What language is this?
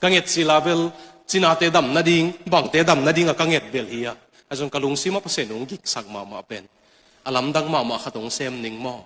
Tedim Chin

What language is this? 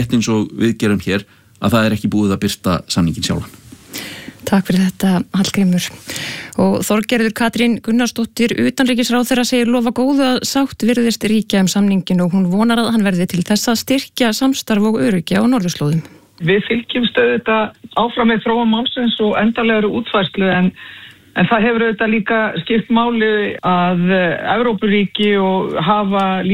Icelandic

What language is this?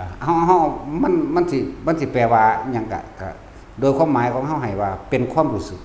Lao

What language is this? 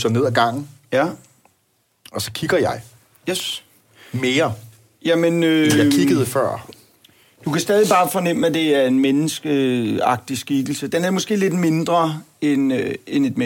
Danish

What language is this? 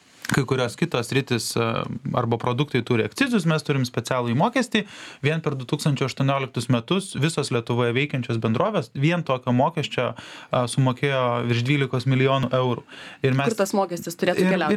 Lithuanian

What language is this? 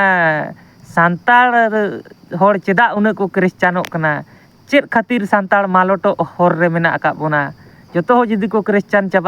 Santali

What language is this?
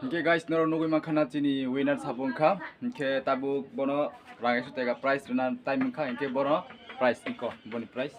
Kok Borok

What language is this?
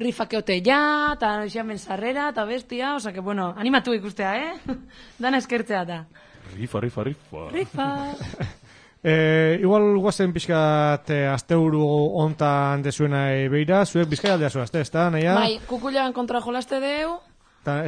Basque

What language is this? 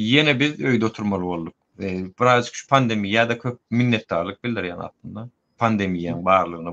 Turkmen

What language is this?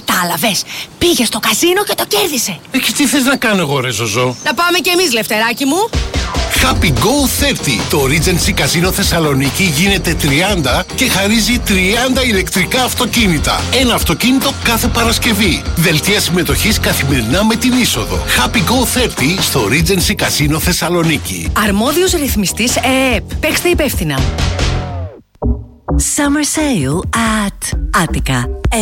Greek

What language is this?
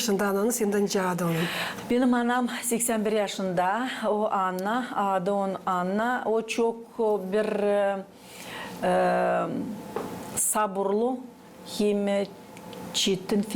Gagauz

